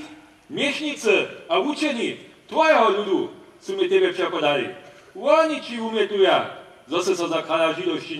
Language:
Upper Sorbian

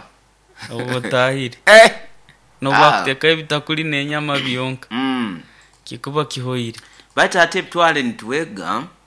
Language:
Nyoro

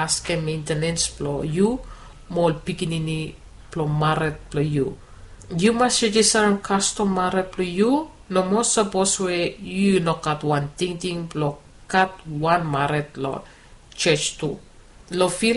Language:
Bislama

